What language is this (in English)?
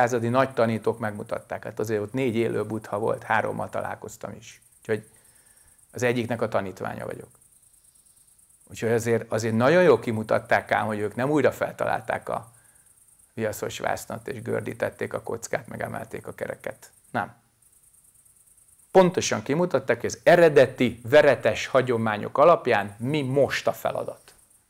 Hungarian